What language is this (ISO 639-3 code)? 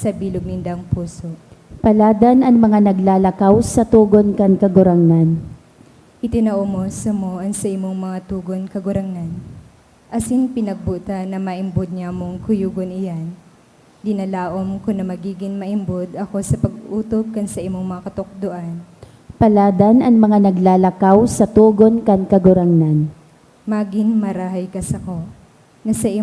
bik